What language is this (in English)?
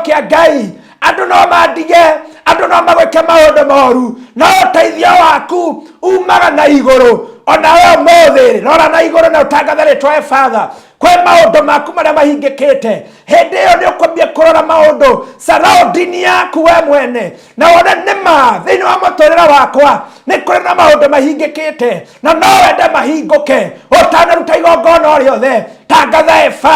Kikuyu